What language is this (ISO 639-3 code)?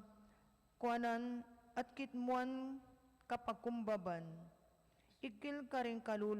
pam